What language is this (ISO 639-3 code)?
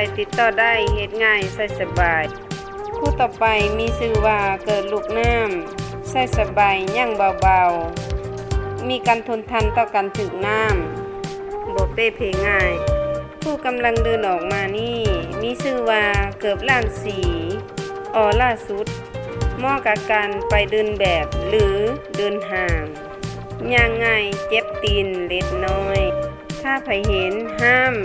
lao